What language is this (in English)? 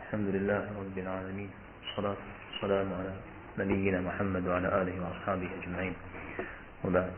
Kabardian